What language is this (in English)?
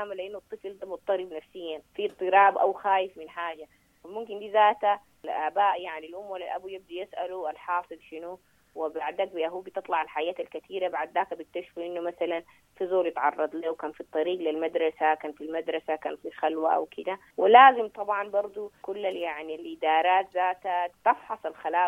Sudanese Arabic